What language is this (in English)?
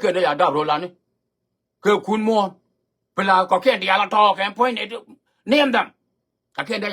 Nuer